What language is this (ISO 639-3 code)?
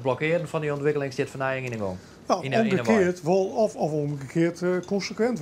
fry